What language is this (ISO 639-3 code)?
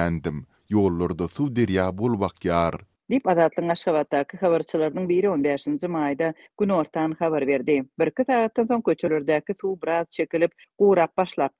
tuk